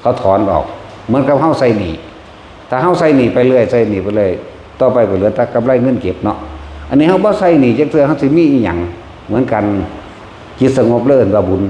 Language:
Northeastern Thai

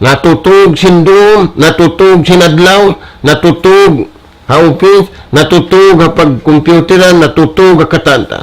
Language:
Tausug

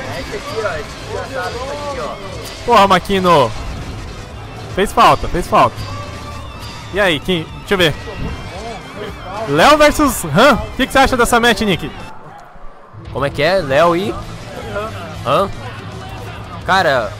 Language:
Portuguese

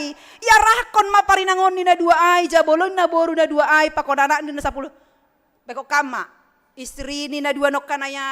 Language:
Batak Simalungun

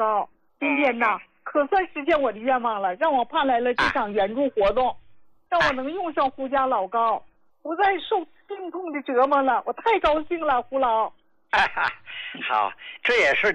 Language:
Chinese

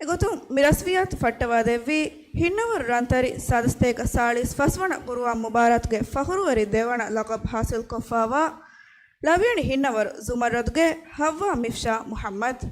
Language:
Divehi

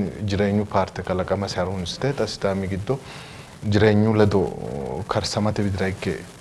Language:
Sidamo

